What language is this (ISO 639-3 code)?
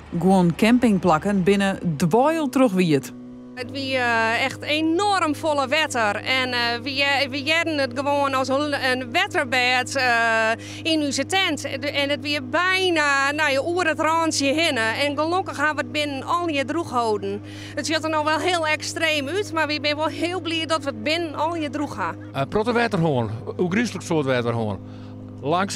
fry